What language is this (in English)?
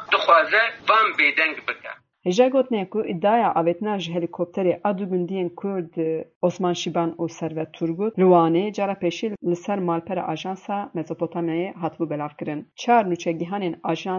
Kurdish